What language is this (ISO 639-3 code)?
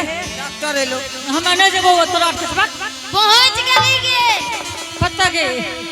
anp